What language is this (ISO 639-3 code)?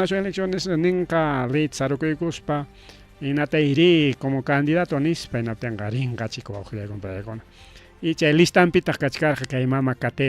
quy